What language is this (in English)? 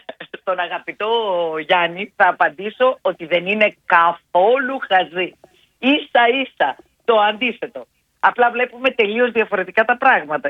Greek